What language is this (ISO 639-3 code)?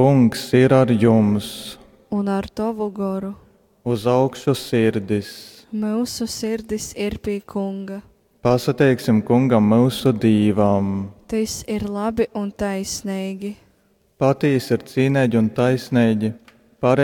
ltg